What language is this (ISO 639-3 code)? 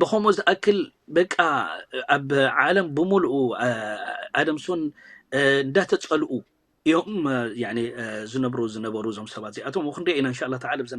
tir